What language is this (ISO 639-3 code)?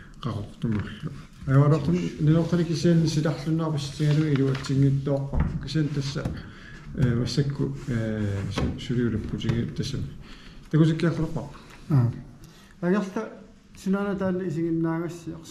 kal